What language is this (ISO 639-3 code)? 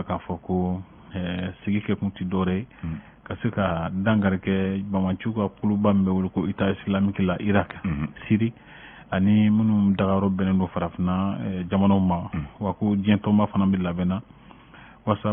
bam